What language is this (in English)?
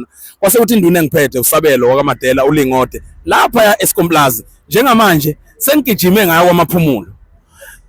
Zulu